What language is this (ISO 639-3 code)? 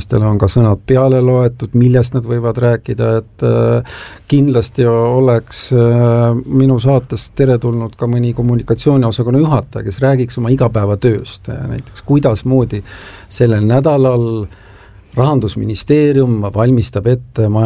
est